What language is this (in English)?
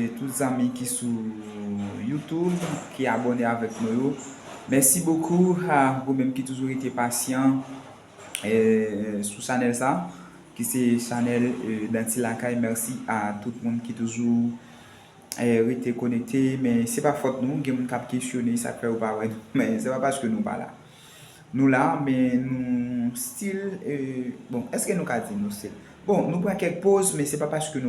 Haitian Creole